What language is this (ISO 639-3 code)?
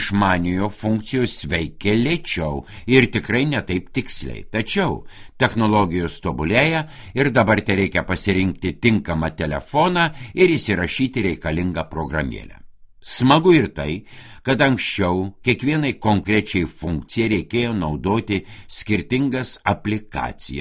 lit